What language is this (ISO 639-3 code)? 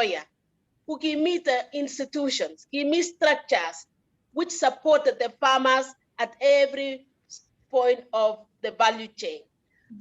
kln